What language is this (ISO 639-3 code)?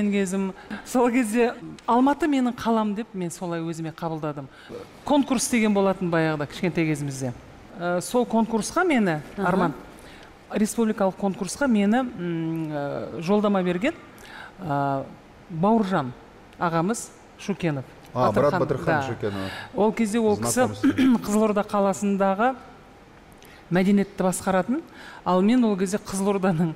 kaz